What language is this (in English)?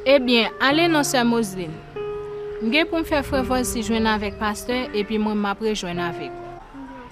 Haitian Creole